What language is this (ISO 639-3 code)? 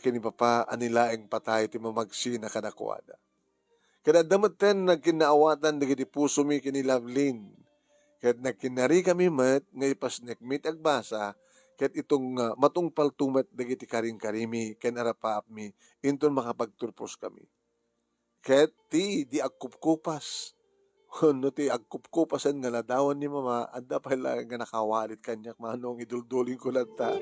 ilo